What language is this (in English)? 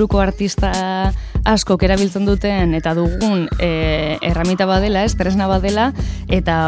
Basque